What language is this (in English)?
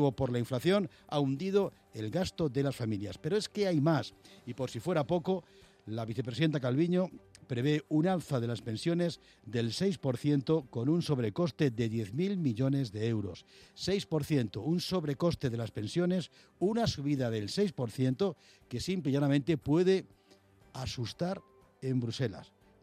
Spanish